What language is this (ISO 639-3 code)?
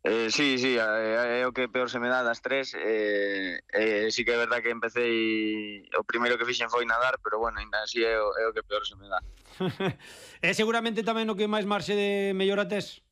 glg